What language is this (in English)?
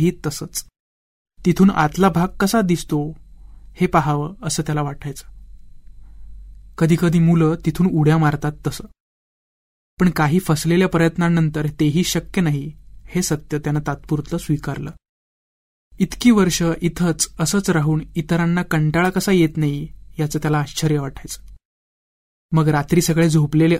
Marathi